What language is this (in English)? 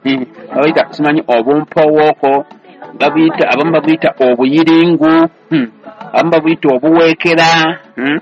Ganda